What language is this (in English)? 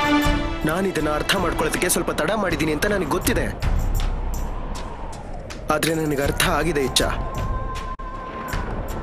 Kannada